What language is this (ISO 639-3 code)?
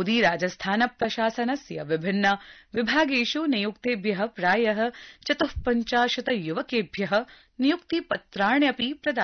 san